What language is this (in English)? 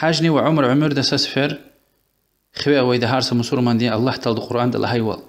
Lezghian